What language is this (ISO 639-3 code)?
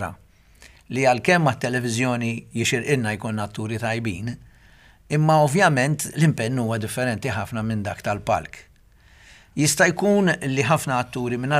mlt